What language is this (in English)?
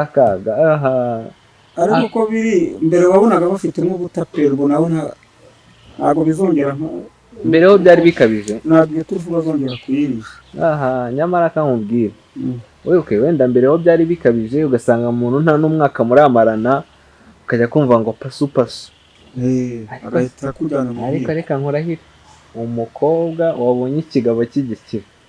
Kinyarwanda